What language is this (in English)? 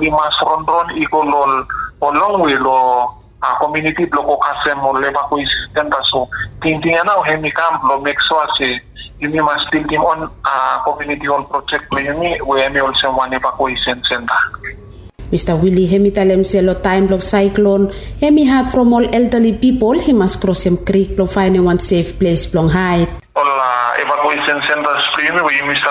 Bislama